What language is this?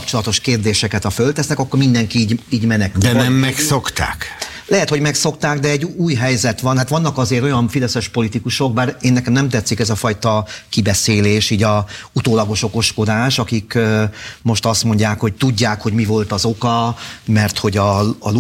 Hungarian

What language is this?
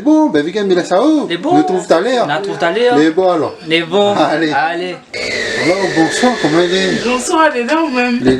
Réunion Creole French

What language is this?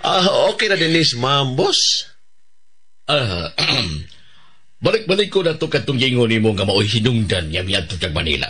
Cebuano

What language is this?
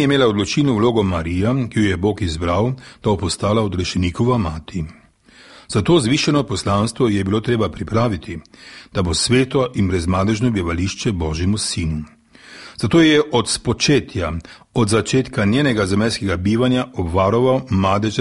Slovenian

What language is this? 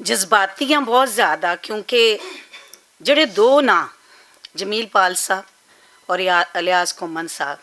Western Panjabi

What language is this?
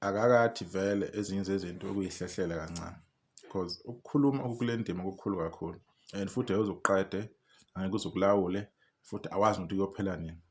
Zulu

